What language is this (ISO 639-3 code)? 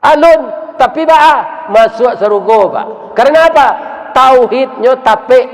min